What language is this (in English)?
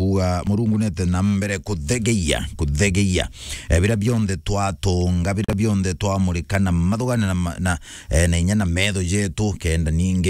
Meru